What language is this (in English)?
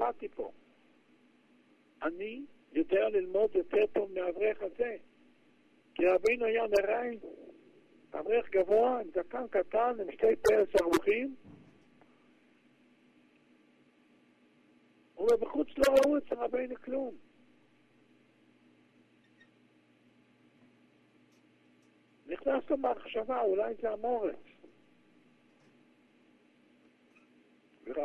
Hebrew